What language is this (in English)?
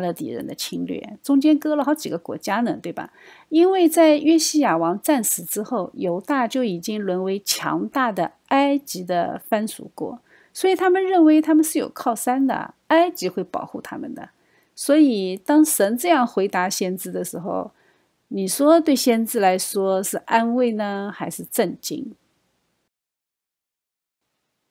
Chinese